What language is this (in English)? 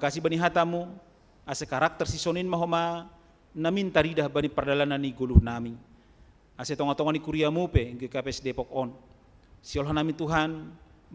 Batak Simalungun